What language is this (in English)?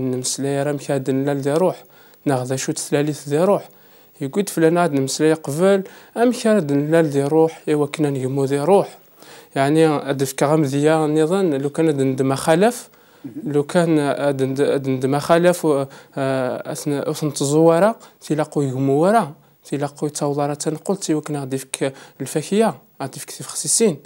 Kabyle